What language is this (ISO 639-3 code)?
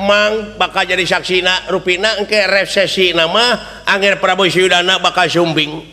sun